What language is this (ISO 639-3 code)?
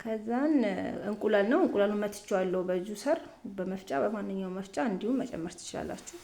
amh